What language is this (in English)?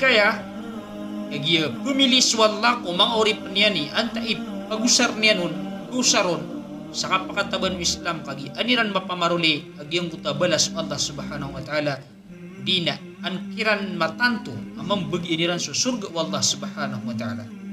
Maranao